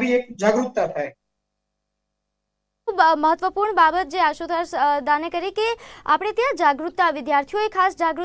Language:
Gujarati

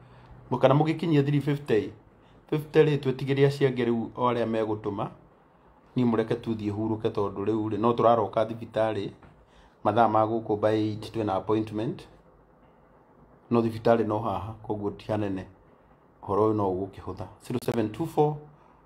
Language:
Kikuyu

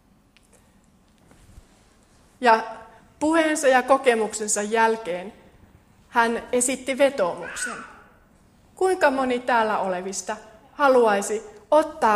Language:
Finnish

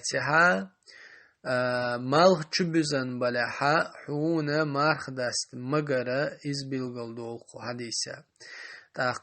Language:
Chechen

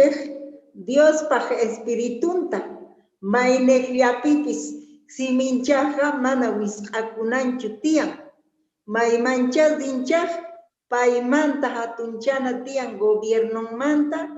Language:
Quechua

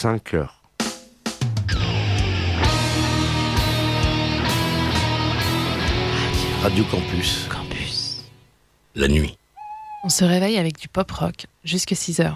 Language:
French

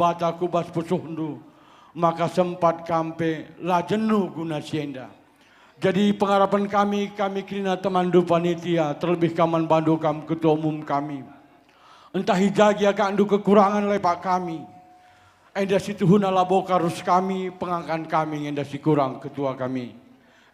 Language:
Batak Karo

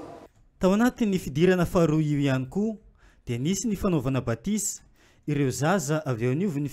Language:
Malagasy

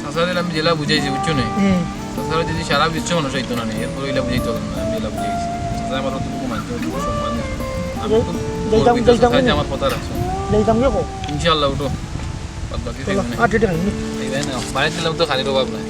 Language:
Sylheti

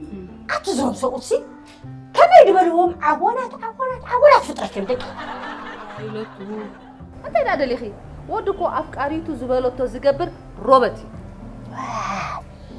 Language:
Tigrinya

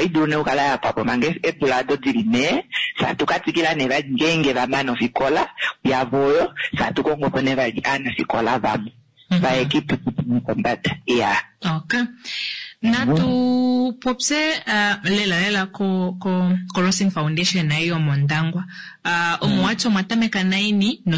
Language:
Kuanyama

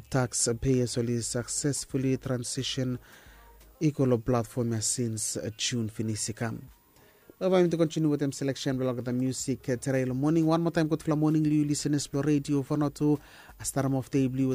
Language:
Bislama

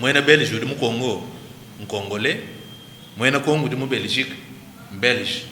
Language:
Luba-Lulua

